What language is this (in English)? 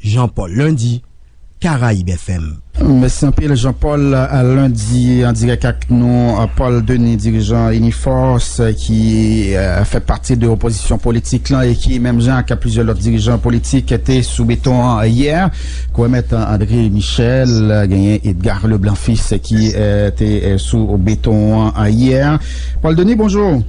Haitian Creole